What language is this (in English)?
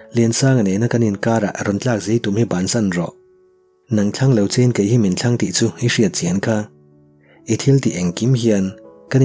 Mizo